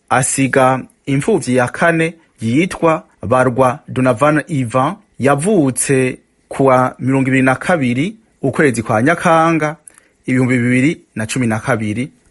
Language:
Rundi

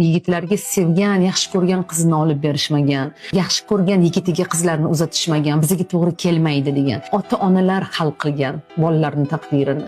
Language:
Uzbek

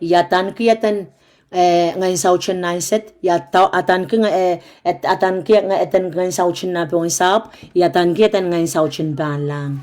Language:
Pohnpeian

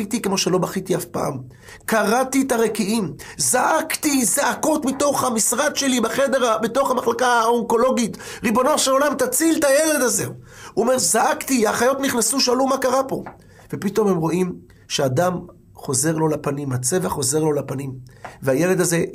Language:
Hebrew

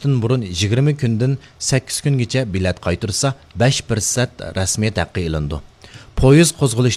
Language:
Uyghur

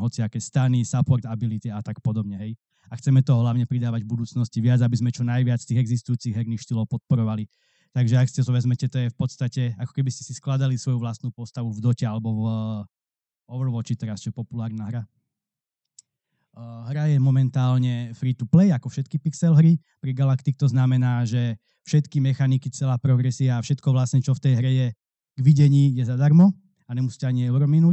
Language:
Slovak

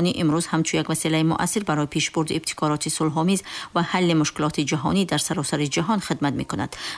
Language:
Tajik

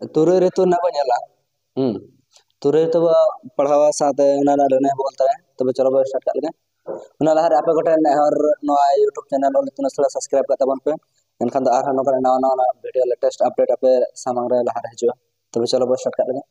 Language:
Santali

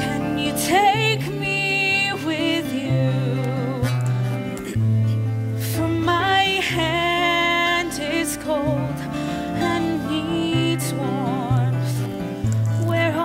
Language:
English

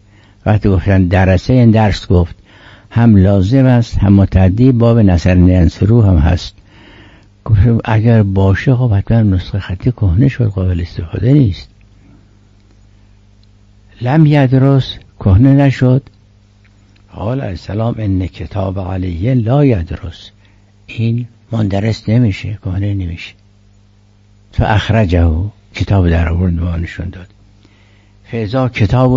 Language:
Persian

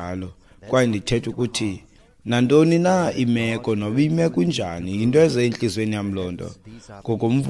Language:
Xhosa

